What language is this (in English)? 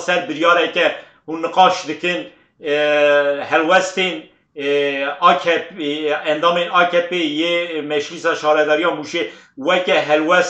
Kurdish